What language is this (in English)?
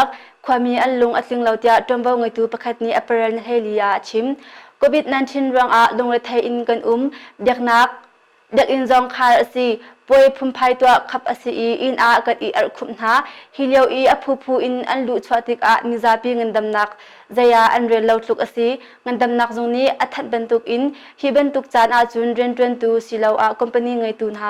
Hakha Chin